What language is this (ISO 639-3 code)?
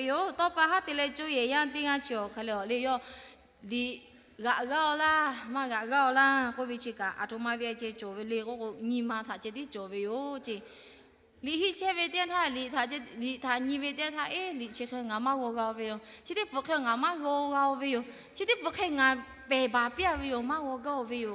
lhu